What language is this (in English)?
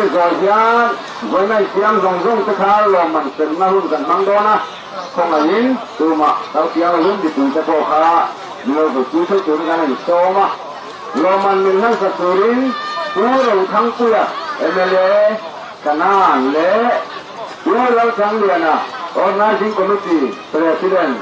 Mizo